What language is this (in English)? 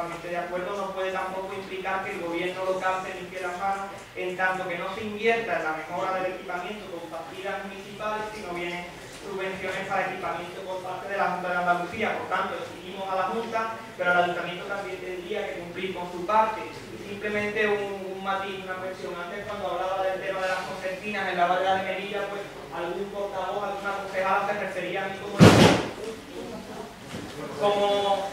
Spanish